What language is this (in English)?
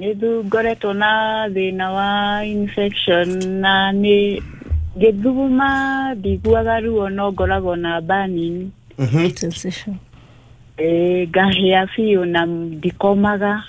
Kikuyu